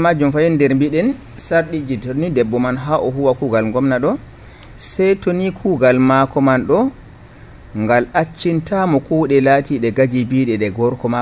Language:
Nigerian Fulfulde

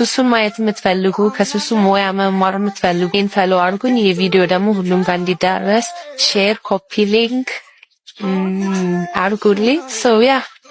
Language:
Amharic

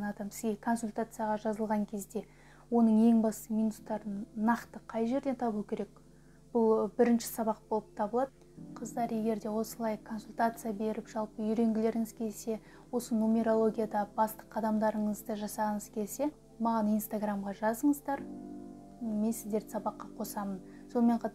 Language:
Kazakh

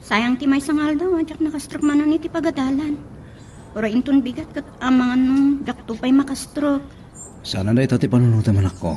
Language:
Iloko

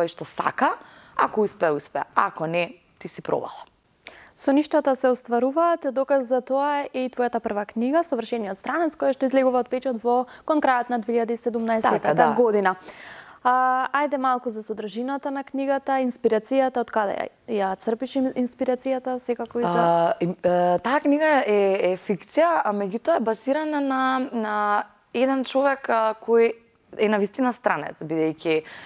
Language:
Macedonian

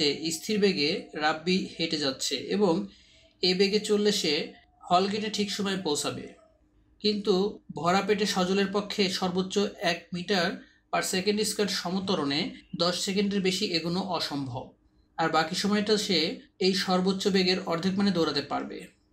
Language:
Bangla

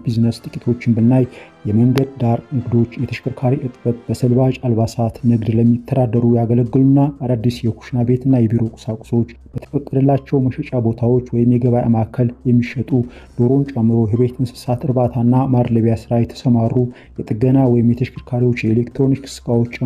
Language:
Amharic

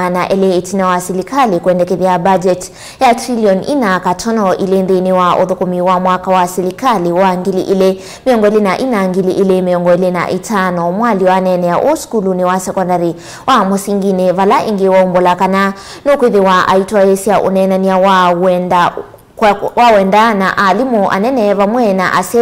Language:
Kamba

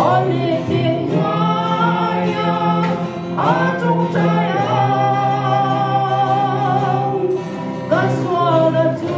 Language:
Tedim Chin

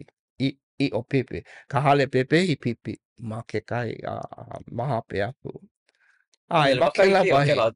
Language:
Hawaiian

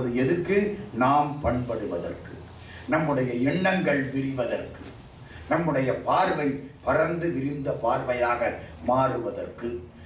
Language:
Tamil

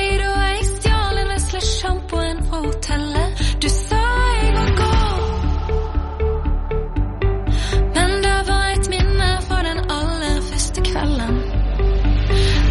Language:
Norwegian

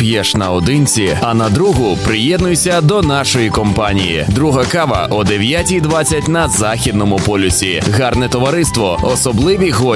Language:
Ukrainian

